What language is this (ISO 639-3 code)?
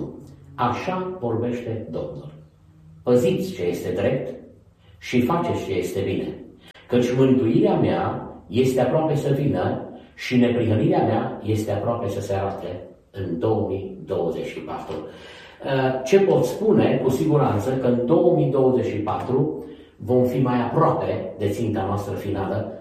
ron